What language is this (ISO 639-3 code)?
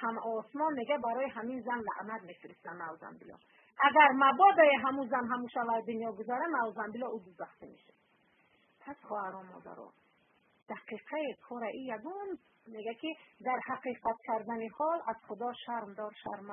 fas